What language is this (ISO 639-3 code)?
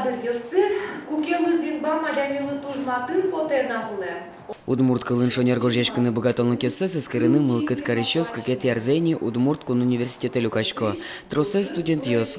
udm